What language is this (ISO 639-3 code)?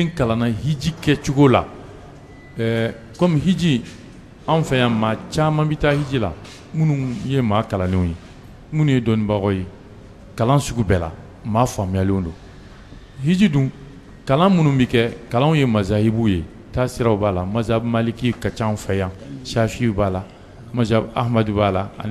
bam